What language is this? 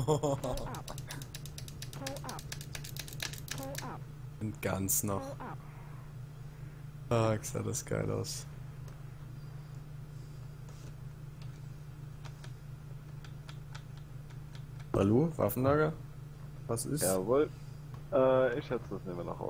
German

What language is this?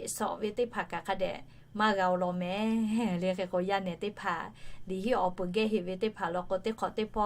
Lahu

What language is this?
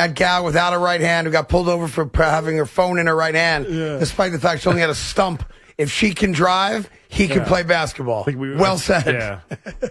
English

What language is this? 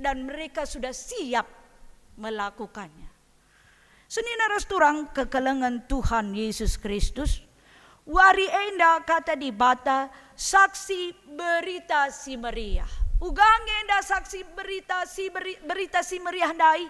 Batak Karo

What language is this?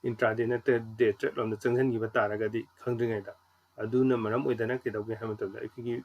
Manipuri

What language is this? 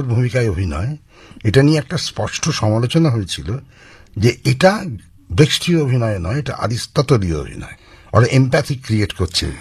Bangla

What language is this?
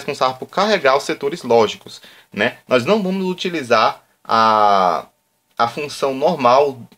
Portuguese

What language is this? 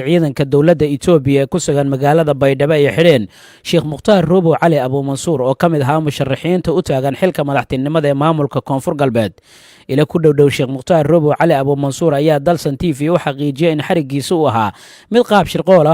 Somali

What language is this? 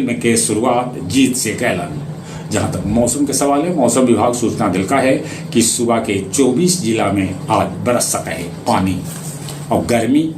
Magahi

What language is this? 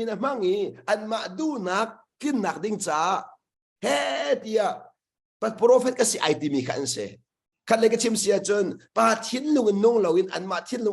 Hakha Chin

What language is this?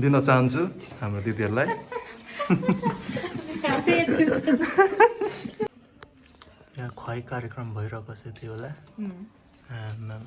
Nepali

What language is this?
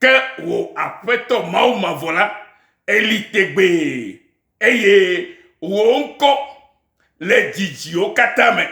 Ewe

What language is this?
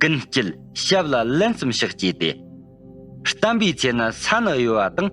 Tibetan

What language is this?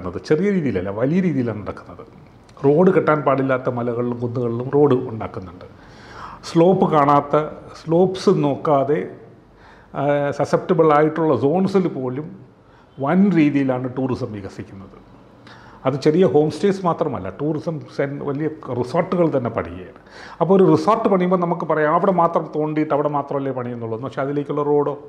Malayalam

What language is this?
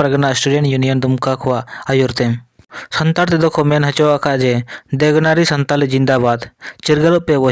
Santali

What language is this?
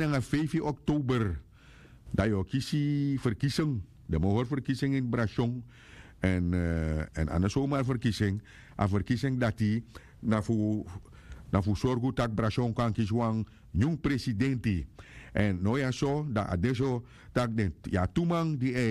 Sranan Tongo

